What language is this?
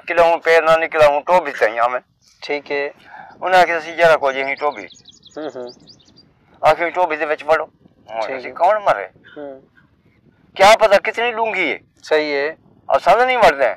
Saraiki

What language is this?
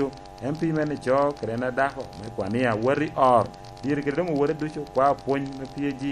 Lango (Uganda)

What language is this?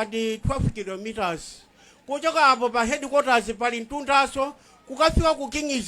Nyanja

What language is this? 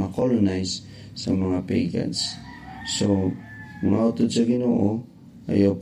Hiligaynon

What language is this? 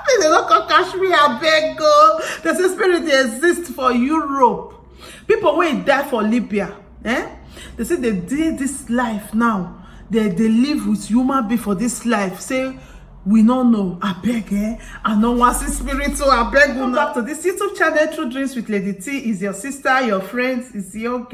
Nigerian Pidgin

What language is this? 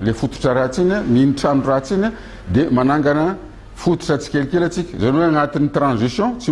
Malagasy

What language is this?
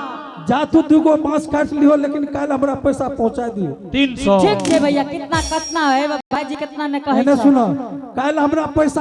Angika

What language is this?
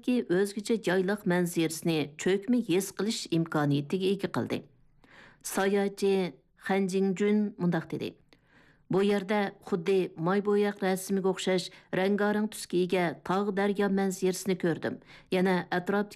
Uyghur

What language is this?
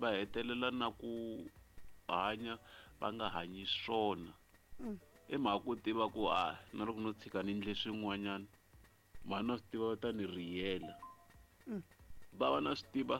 Tsonga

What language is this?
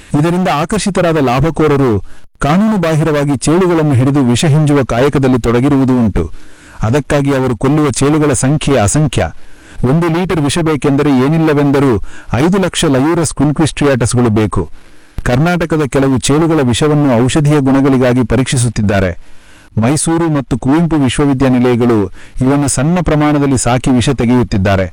Kannada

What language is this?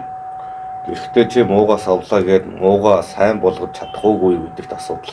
Mongolian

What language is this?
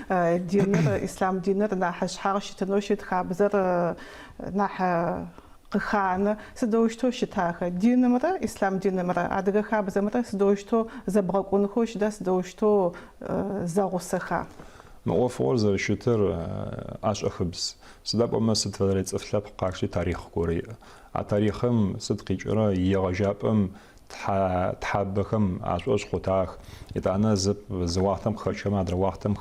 Adyghe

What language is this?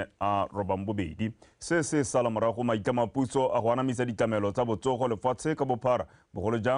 Tswana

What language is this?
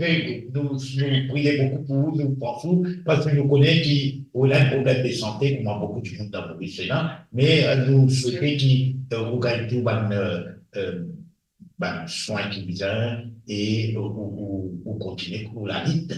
Morisyen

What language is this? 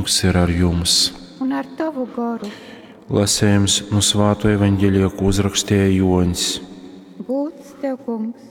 Latgalian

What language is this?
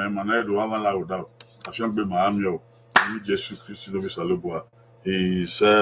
Bini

